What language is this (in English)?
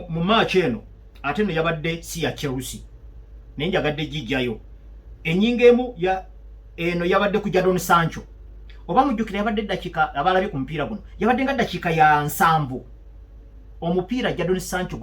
Ganda